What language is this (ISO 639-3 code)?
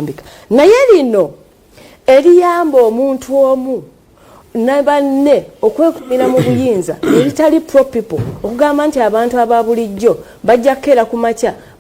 lug